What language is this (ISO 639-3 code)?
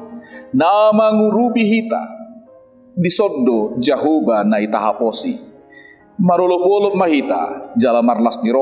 bbc